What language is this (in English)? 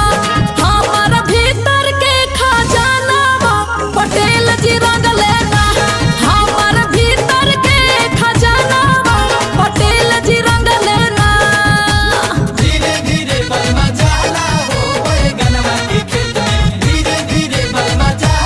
Bhojpuri